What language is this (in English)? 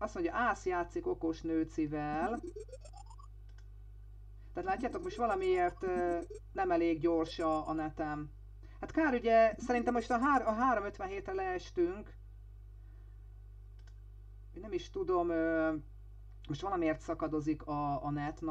Hungarian